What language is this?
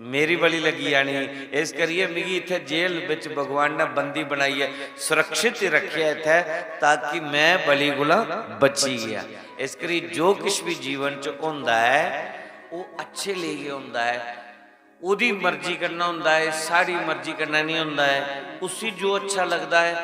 Dogri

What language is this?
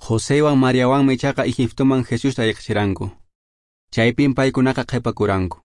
Quechua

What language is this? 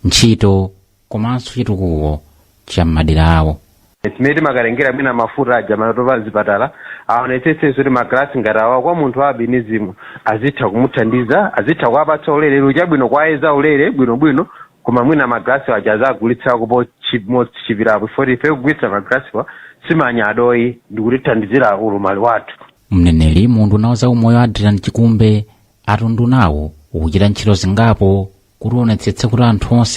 Nyanja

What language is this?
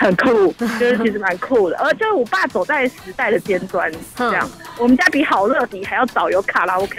Chinese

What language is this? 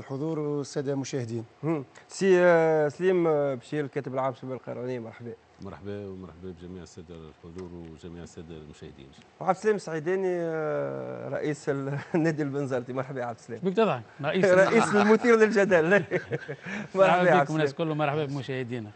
Tunisian Arabic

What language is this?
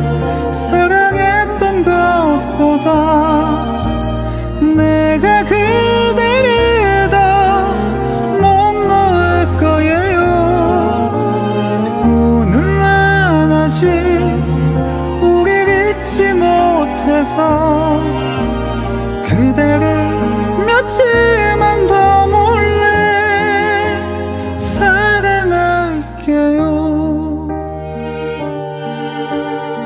Korean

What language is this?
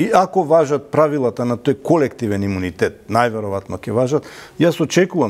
Macedonian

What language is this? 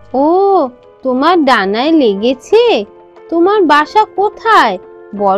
Bangla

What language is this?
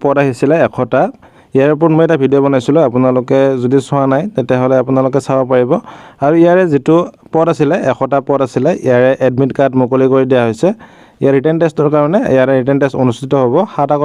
Assamese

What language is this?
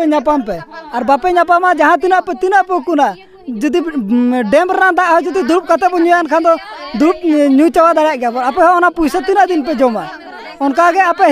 Santali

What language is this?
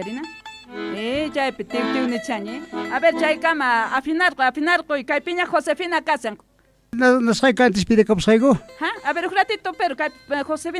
South Bolivian Quechua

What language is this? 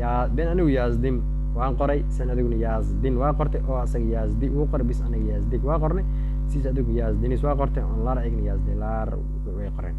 Somali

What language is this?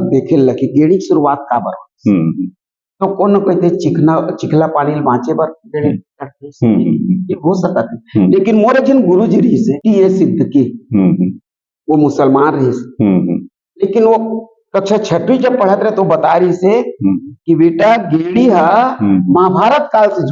Chhattisgarhi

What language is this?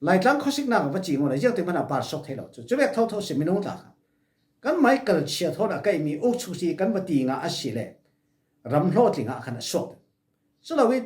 Falam Chin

